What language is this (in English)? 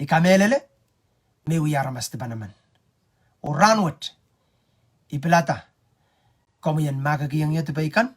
Pohnpeian